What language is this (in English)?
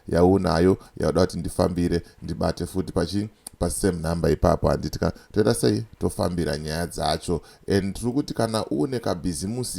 Shona